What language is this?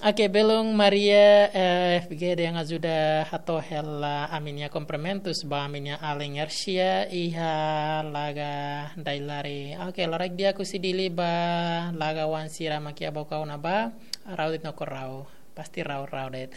Tetum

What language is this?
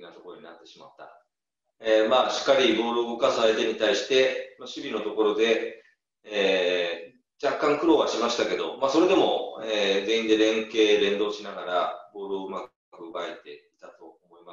Japanese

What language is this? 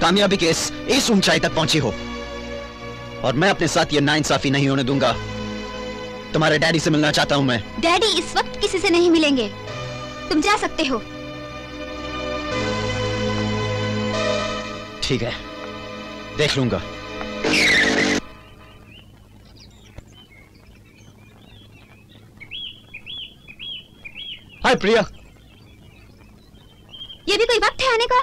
Hindi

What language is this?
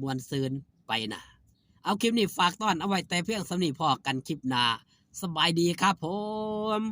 Lao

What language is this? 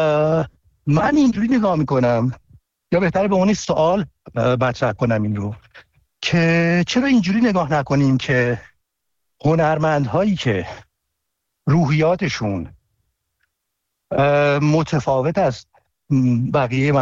Persian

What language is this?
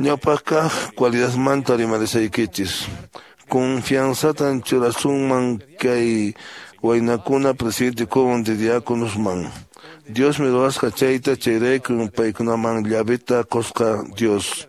Quechua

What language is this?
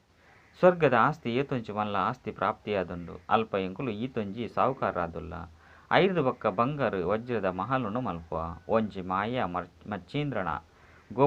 Tulu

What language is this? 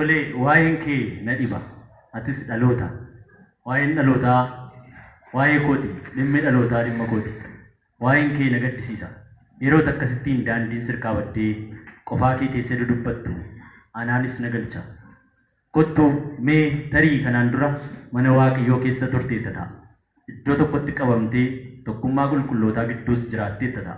Oromo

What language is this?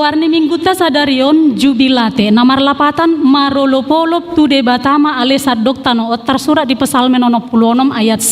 Batak Toba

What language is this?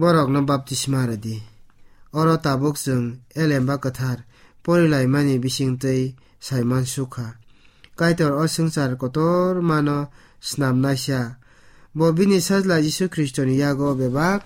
Kok Borok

